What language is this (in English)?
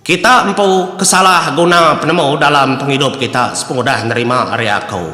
Iban